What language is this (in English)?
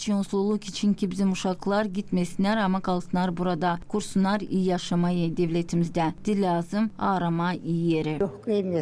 Gagauz